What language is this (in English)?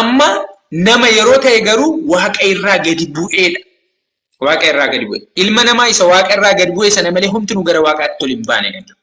Oromo